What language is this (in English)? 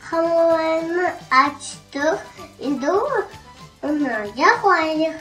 Crimean Tatar